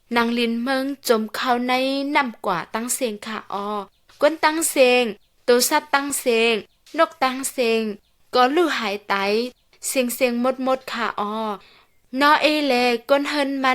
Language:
Shan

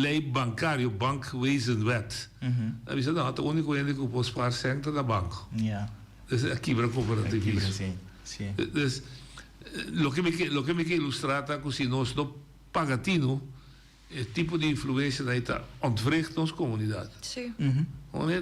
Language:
Papiamento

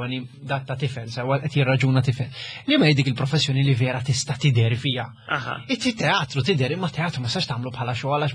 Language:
Maltese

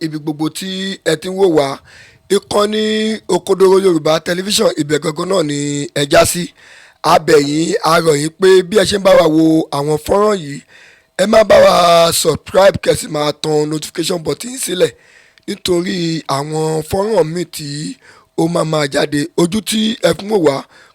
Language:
Yoruba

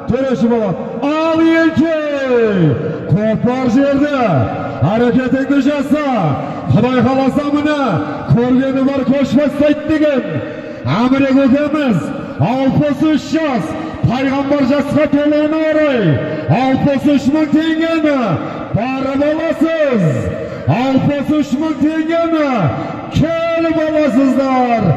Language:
Kazakh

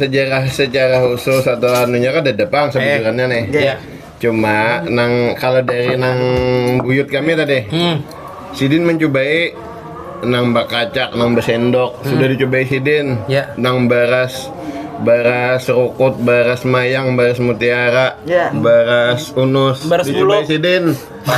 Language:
Banjar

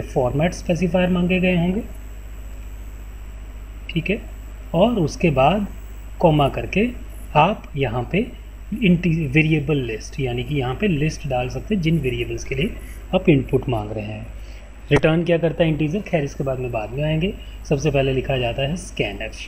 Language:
Hindi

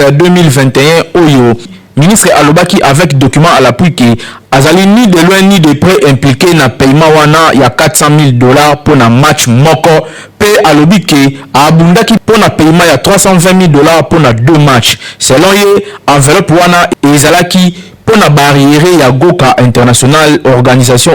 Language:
Lingala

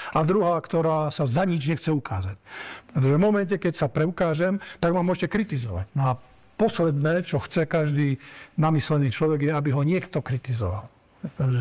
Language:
Slovak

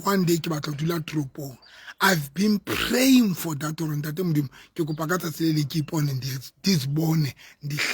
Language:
Southern Sotho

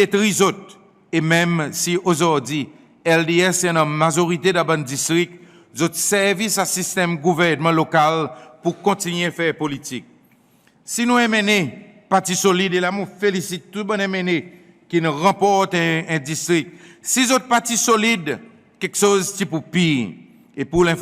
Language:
Seselwa Creole French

